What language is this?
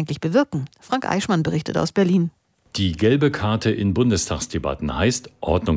German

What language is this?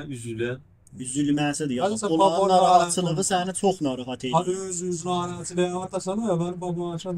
South Azerbaijani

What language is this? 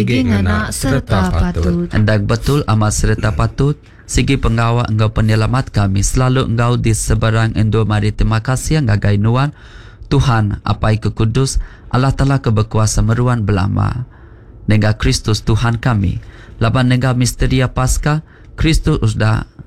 Iban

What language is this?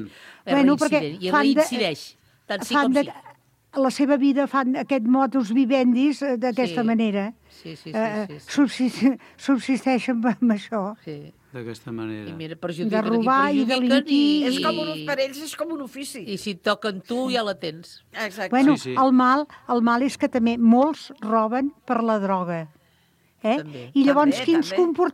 Catalan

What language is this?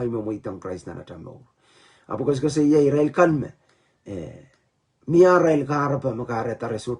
Pohnpeian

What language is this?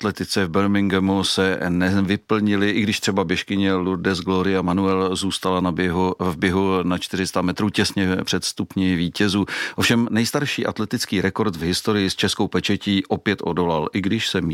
Czech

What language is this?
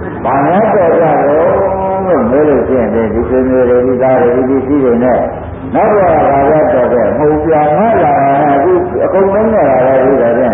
Burmese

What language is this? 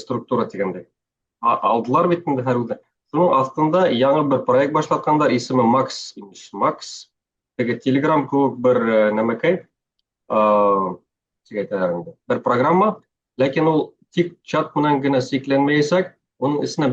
Bashkir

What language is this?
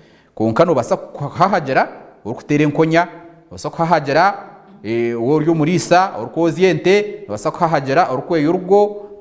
Nyankole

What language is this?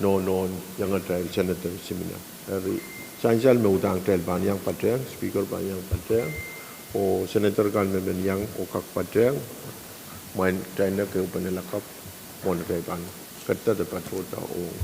Pohnpeian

